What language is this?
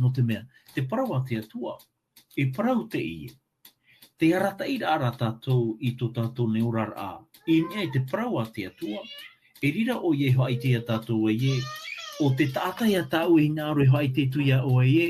Tahitian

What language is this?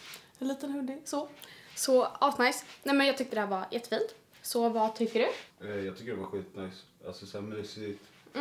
Swedish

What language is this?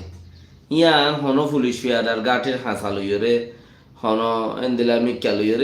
Rohingya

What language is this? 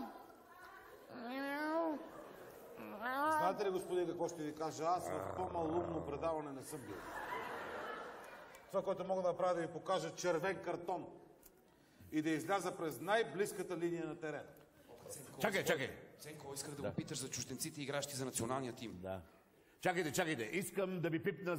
Bulgarian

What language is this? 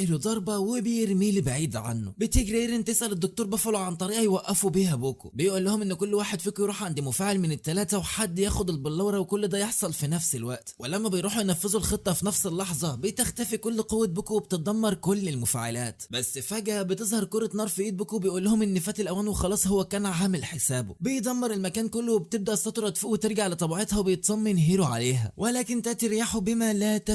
Egyptian Arabic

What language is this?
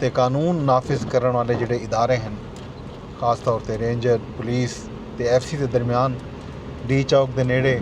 Saraiki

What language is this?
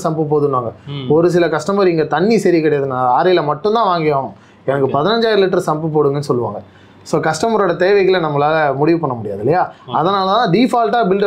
Tamil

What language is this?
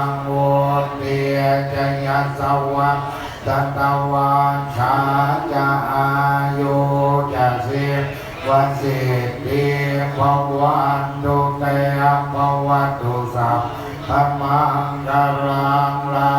Pali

